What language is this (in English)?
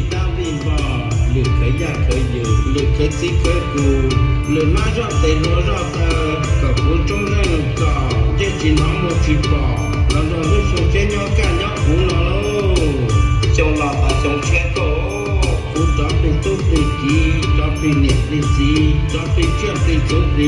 Hmong